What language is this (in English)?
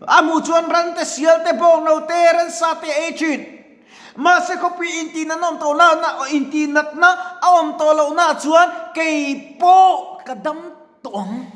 Mizo